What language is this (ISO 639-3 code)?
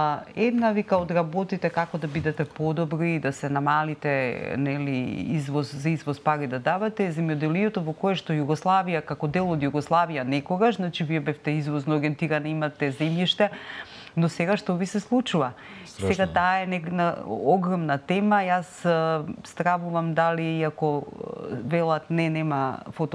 mkd